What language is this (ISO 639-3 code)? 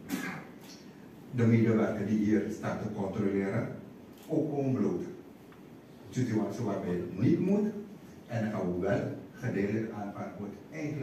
nld